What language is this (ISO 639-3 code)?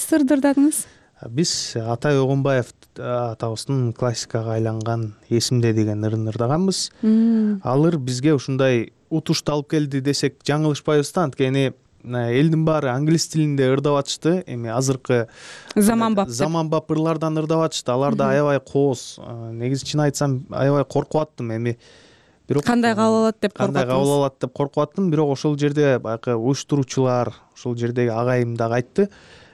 kir